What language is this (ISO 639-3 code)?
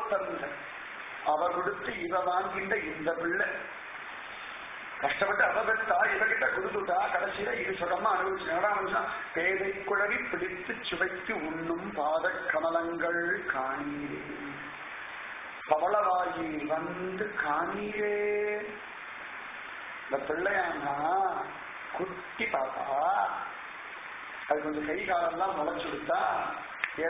tam